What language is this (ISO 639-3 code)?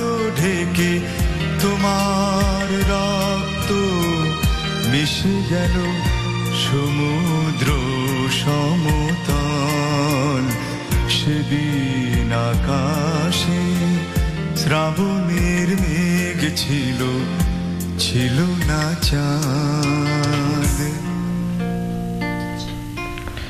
ben